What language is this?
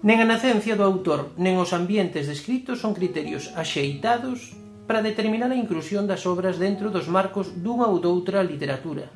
Galician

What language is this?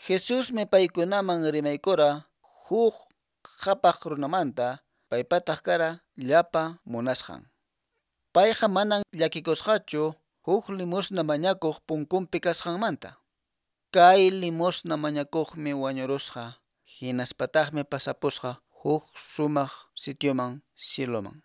Quechua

